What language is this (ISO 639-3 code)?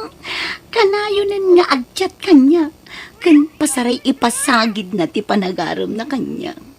ilo